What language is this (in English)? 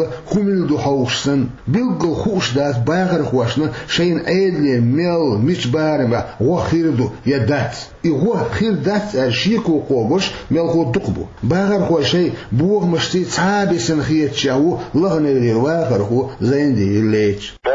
Chechen